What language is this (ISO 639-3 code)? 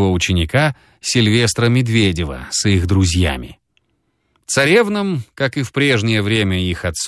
rus